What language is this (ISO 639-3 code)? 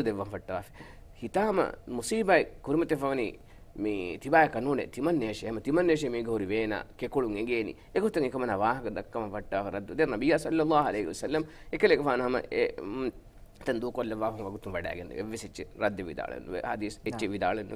div